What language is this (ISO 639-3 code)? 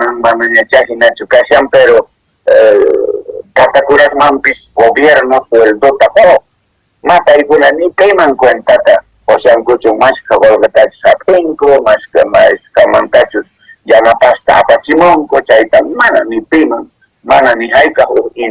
que